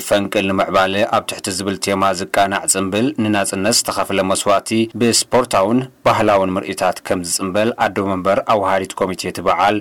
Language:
Tigrinya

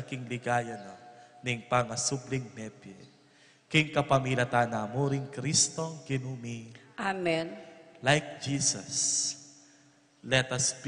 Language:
Pampanga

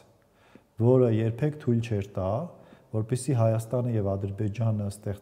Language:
Armenian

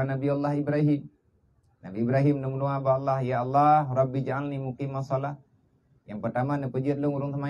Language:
Achinese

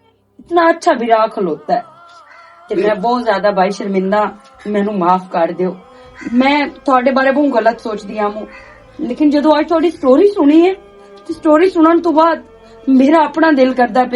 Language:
Western Panjabi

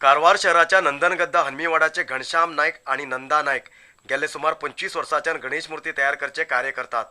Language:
Konkani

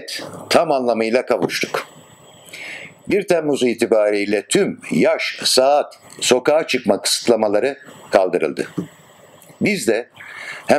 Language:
Turkish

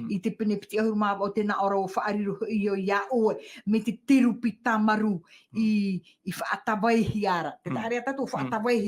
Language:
Tahitian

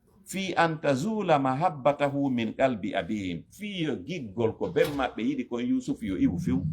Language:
Fula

